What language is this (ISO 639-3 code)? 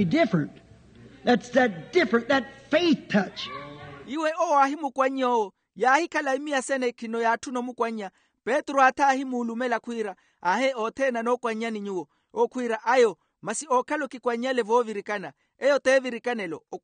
vmw